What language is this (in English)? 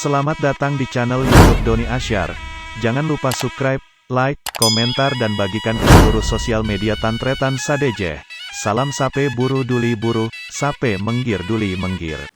Madurese